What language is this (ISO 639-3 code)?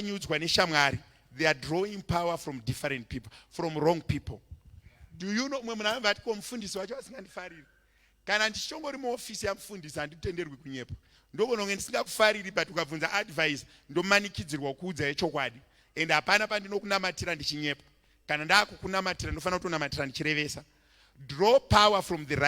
sna